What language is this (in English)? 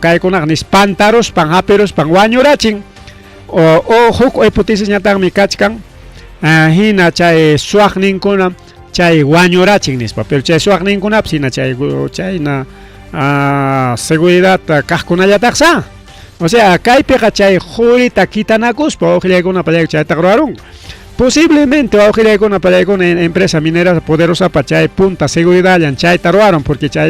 Ayacucho Quechua